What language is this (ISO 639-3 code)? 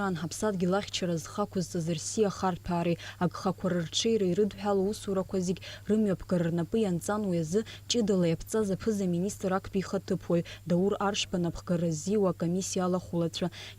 abk